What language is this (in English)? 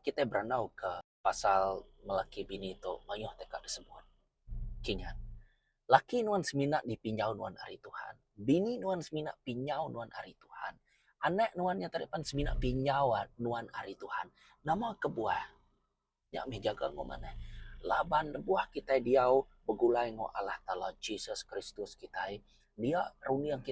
Iban